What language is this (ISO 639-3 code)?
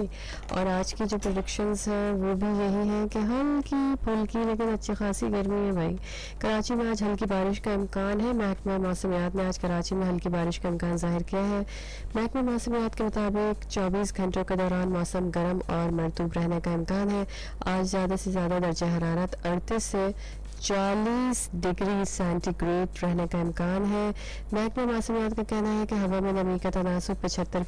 urd